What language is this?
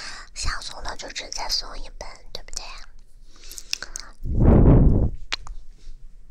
Chinese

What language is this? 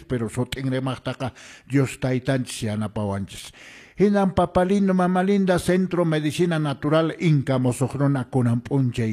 Quechua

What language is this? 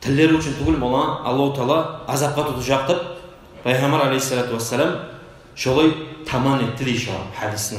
Kumyk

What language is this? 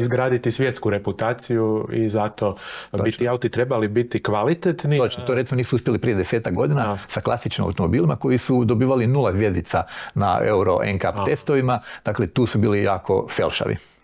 Croatian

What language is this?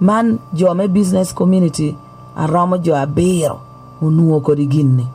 Lango (Uganda)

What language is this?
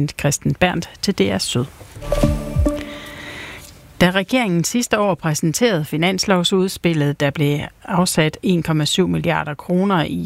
Danish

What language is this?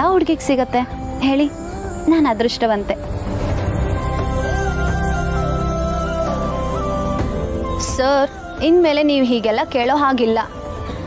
Kannada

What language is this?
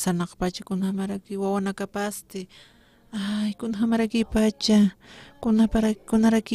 Aymara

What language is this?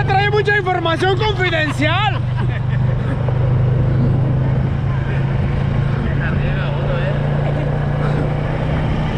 Spanish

